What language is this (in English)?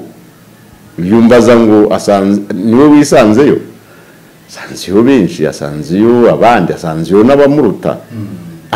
Kinyarwanda